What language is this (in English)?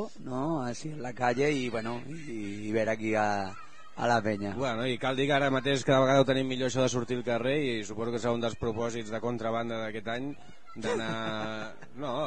Catalan